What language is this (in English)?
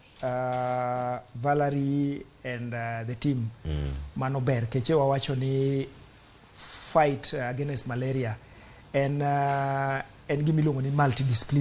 Luo (Kenya and Tanzania)